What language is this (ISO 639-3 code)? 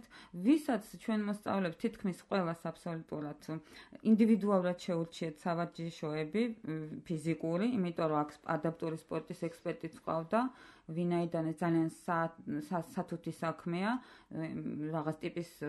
kat